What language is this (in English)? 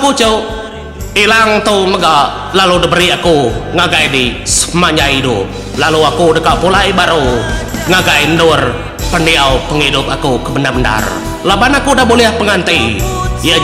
Iban